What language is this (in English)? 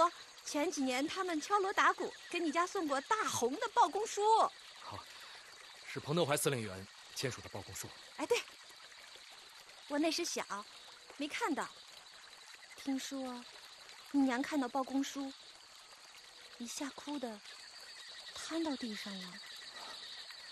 Chinese